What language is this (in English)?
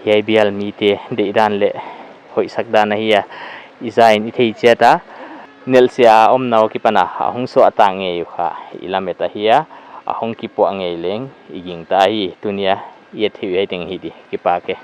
Paite Chin